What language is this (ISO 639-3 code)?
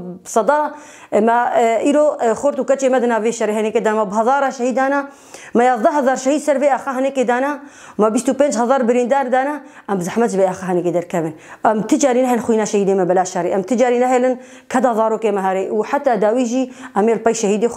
kur